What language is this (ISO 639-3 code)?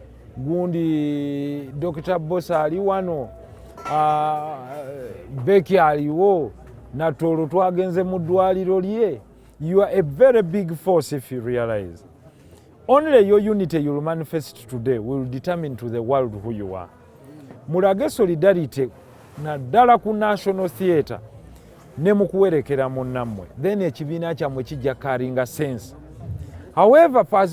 lug